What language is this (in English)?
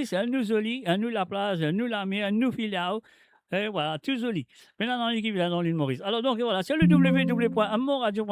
Morisyen